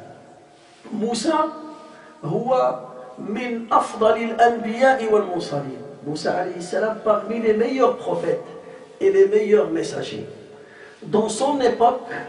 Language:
French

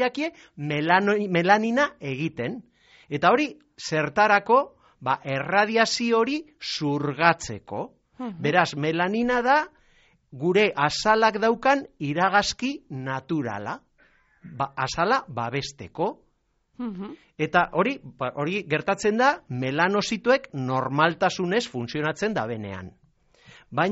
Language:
Basque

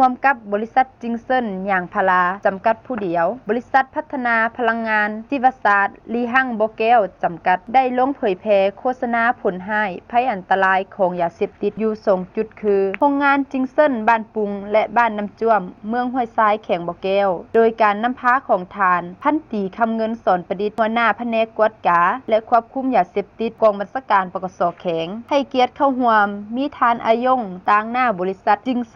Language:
Lao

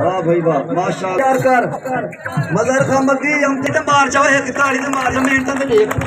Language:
Saraiki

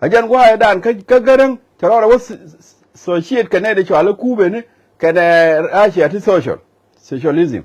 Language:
Nuer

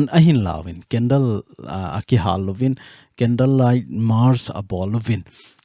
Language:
Thado Chin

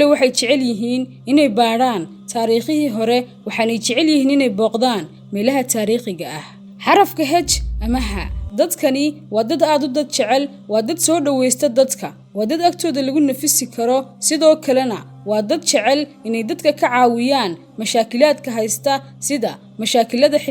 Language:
Somali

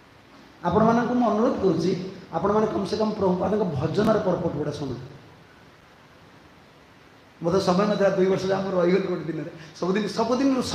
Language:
Odia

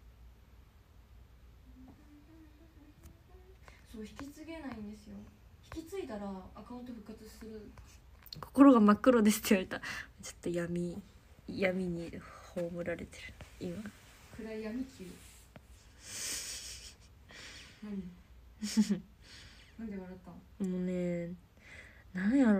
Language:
Japanese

